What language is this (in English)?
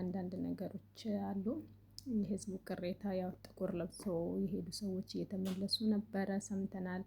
Amharic